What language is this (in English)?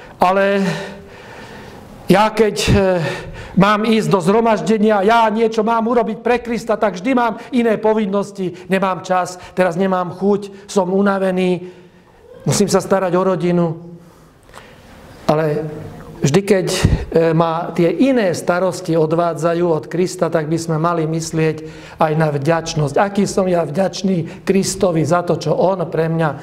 Slovak